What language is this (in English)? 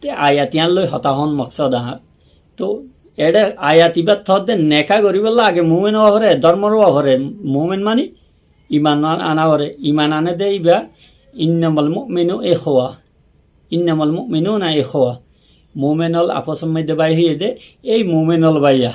Rohingya